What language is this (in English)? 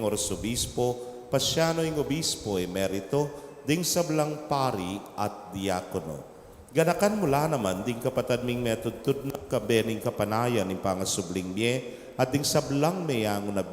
Pampanga